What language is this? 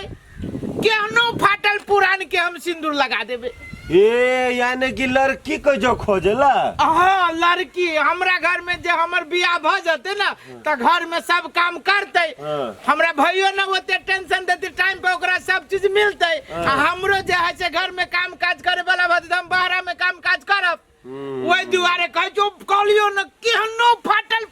Maithili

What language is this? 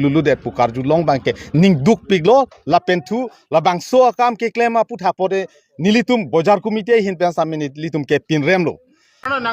Karbi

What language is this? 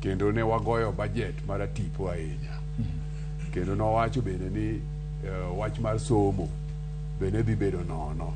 Luo (Kenya and Tanzania)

